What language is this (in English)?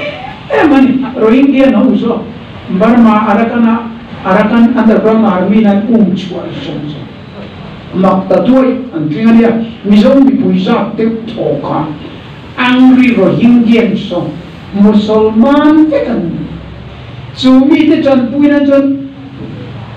Mizo